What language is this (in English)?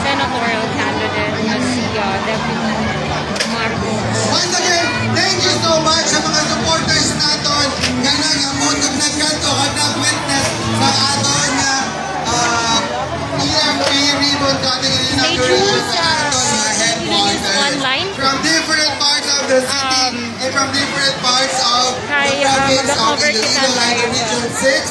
Hiligaynon